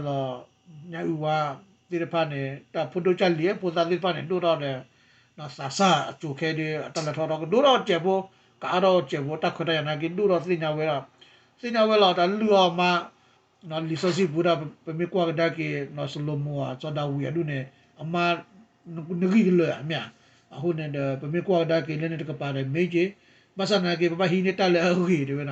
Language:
S'gaw Karen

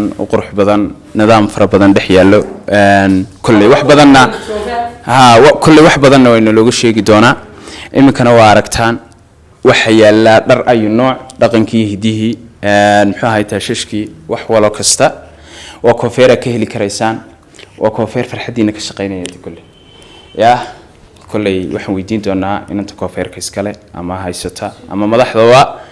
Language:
Somali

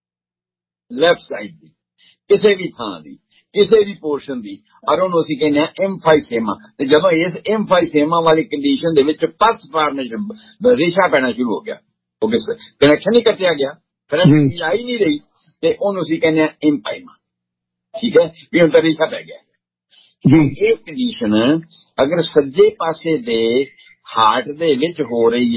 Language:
Punjabi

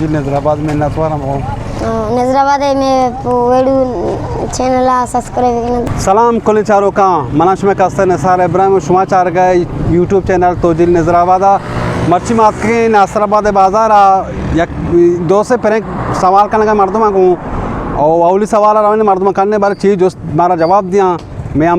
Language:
Baluchi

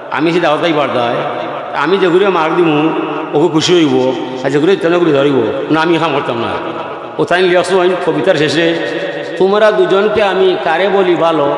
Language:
Sylheti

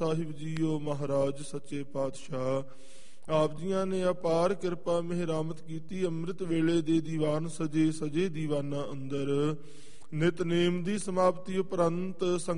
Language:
Punjabi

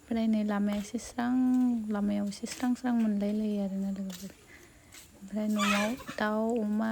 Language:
Bodo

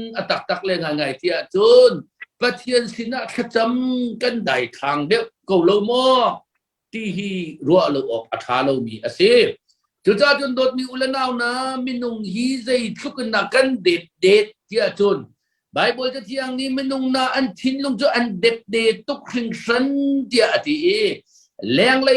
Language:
Hakha Chin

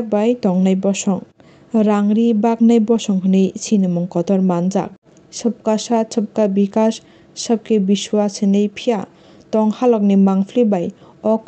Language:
Kok Borok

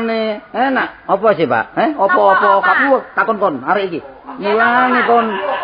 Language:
Javanese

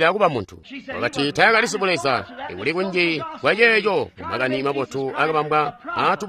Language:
Tonga (Zambia)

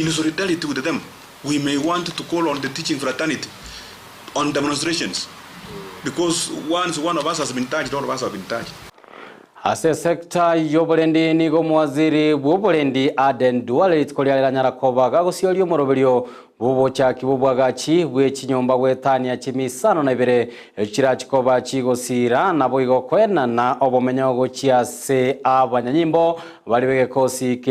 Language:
Gusii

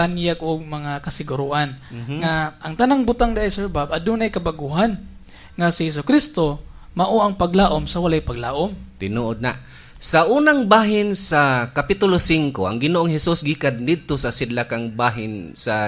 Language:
Cebuano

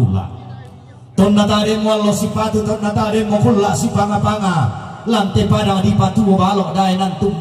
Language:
Toraja-Sa'dan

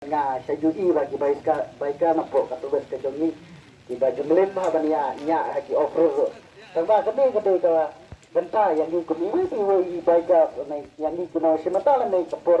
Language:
Khasi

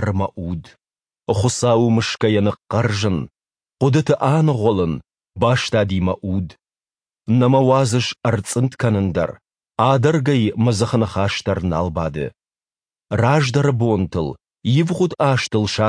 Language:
Ossetic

